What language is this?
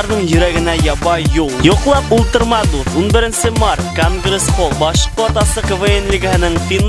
Bashkir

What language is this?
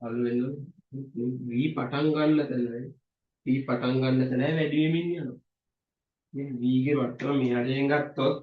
Sinhala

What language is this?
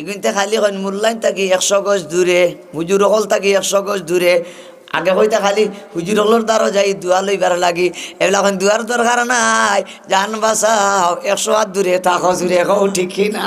Sylheti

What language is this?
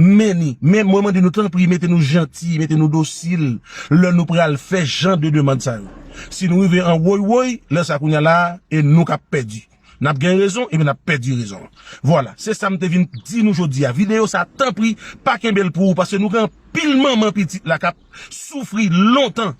Haitian Creole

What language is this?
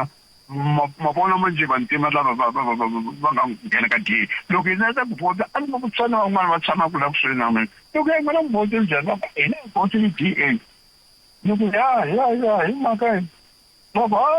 Tsonga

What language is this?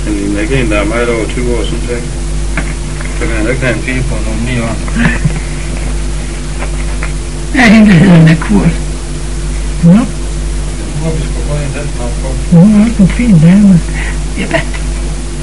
Danish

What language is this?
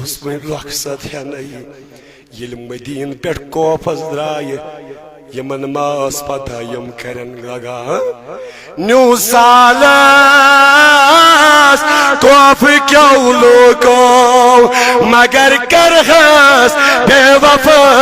Kashmiri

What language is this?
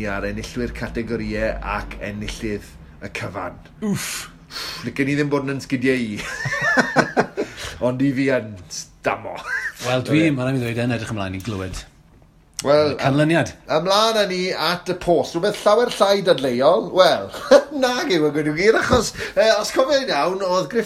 Welsh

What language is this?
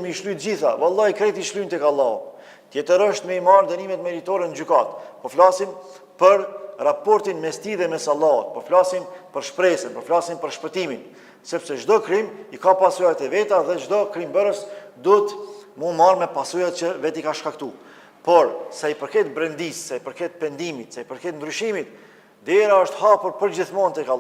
Albanian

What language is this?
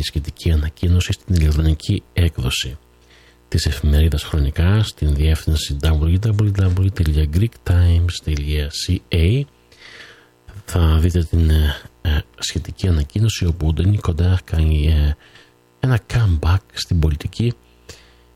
Greek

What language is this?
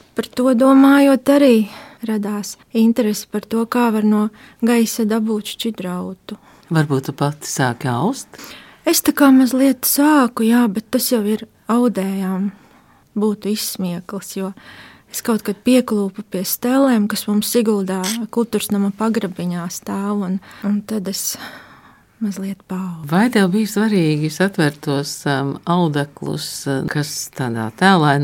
Latvian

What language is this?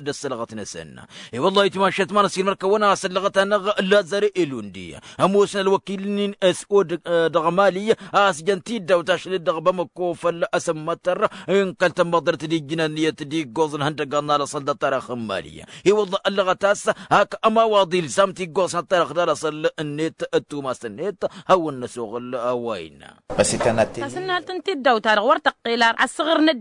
Tamasheq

